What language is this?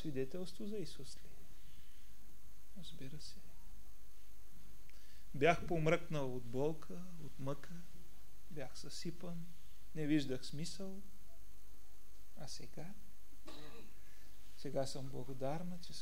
Bulgarian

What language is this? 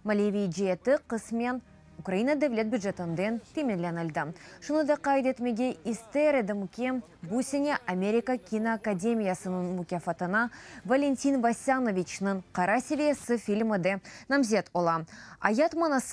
Crimean Tatar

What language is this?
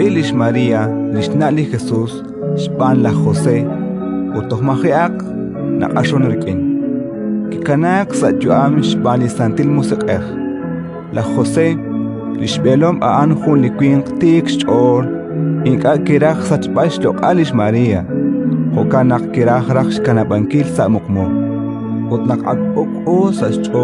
Kekchí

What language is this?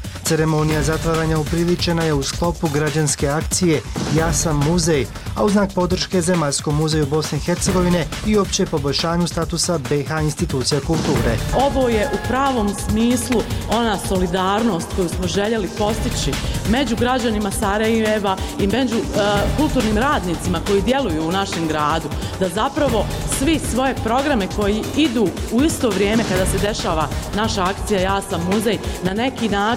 Bosnian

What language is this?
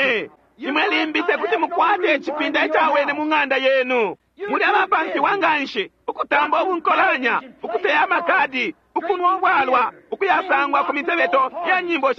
Bemba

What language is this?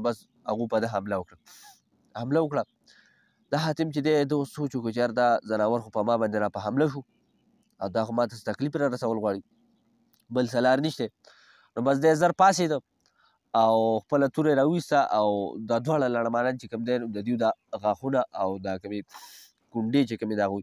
Pashto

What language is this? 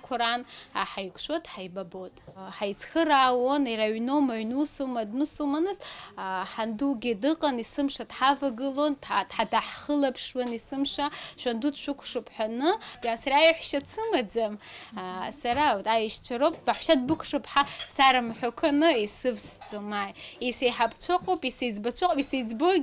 Abkhazian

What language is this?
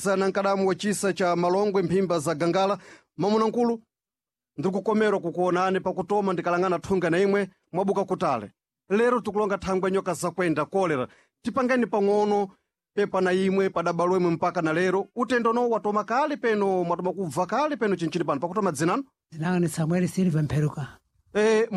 Sena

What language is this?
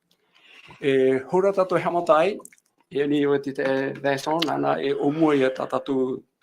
Tahitian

